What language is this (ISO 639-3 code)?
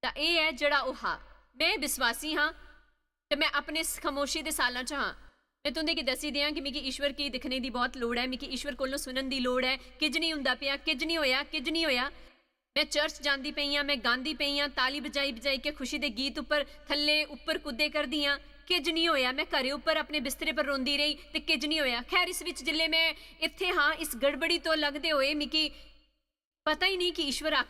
doi